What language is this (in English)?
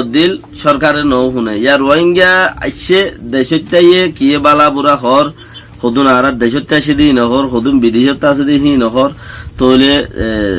Rohingya